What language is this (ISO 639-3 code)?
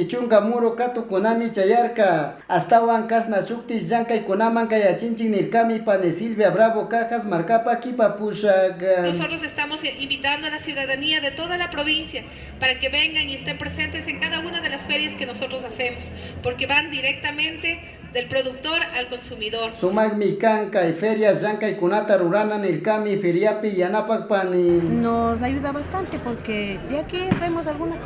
qug